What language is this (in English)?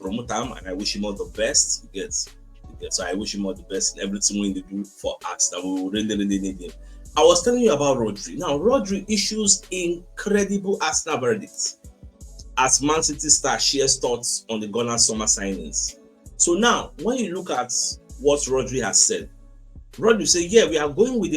Nigerian Pidgin